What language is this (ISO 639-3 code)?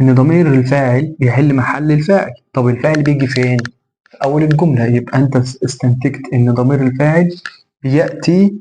arz